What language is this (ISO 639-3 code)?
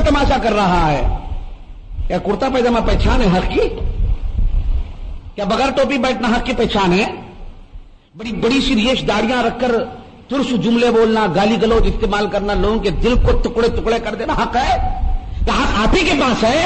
urd